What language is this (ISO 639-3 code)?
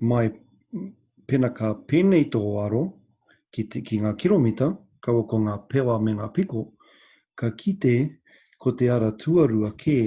mri